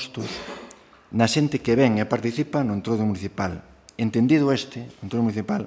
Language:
Galician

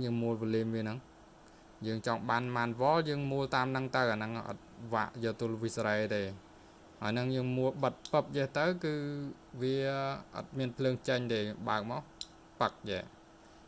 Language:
Khmer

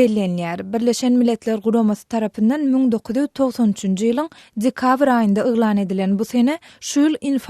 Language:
Turkmen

